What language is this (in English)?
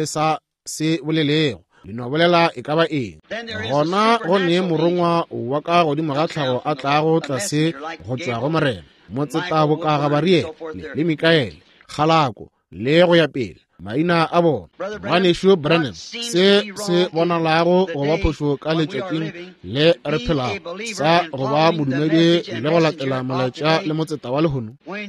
Northern Sotho